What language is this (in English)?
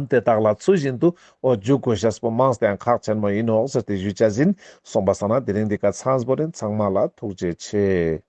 Ladakhi